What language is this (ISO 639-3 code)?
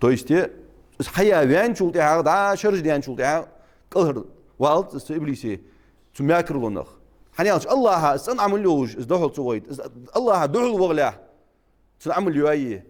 inh